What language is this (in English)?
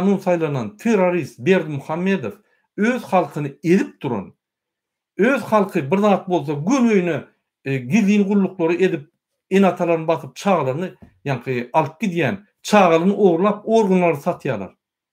Turkmen